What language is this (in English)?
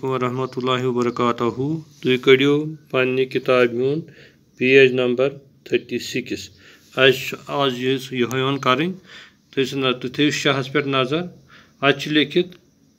Kashmiri